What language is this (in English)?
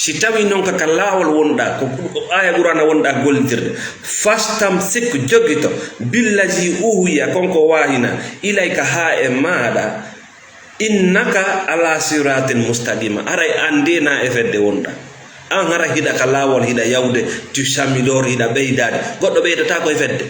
Fula